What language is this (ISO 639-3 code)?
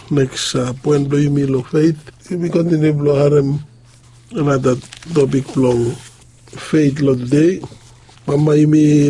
bis